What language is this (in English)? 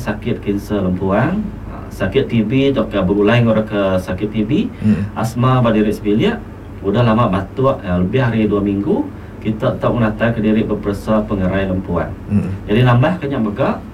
Iban